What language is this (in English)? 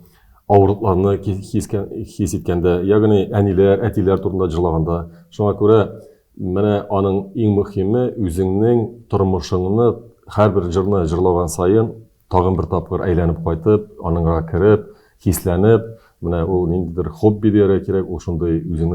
Tatar